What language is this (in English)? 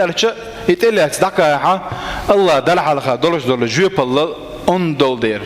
Chechen